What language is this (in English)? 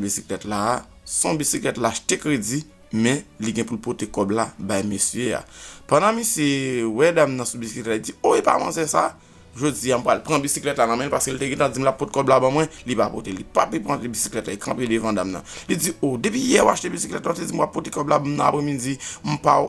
Haitian Creole